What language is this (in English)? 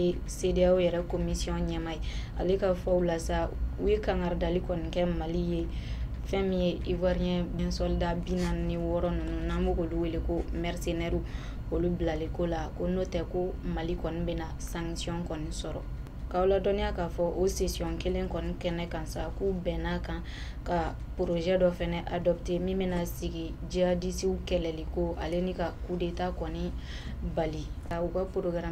Bambara